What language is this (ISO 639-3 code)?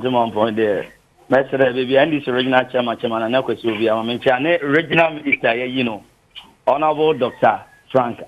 aka